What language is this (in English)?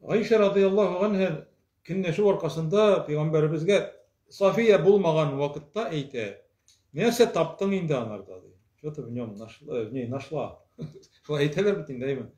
Tatar